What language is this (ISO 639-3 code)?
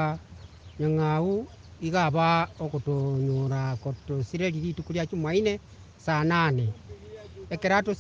guz